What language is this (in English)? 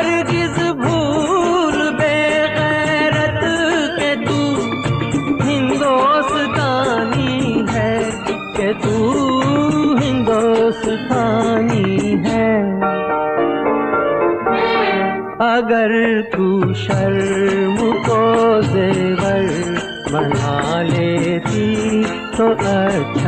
Hindi